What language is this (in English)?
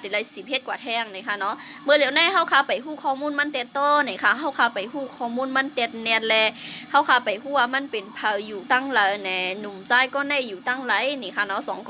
Shan